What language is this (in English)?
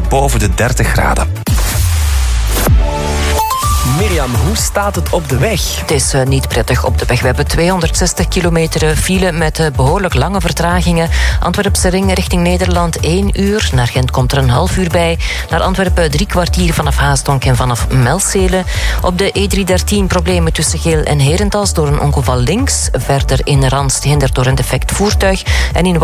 Dutch